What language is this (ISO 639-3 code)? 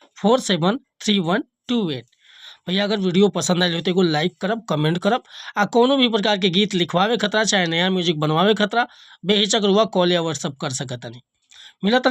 bho